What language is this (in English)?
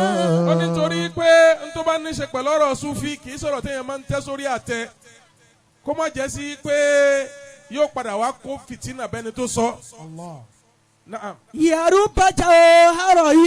Yoruba